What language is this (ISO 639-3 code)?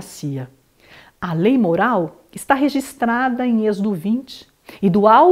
por